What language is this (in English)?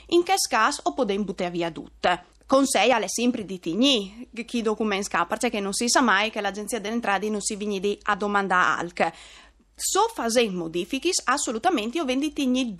Friulian